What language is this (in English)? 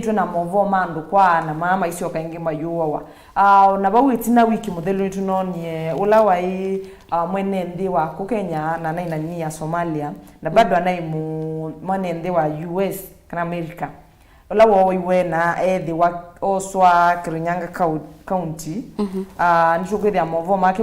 Kamba